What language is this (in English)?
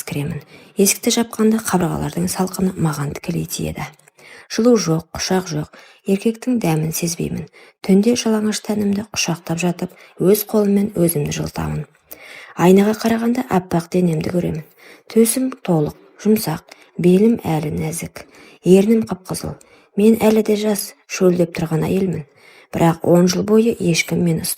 Kazakh